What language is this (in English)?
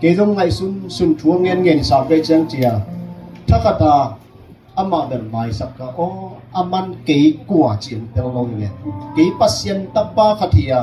Tedim Chin